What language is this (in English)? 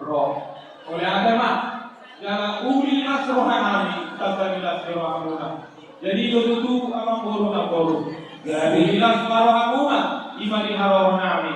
Batak Toba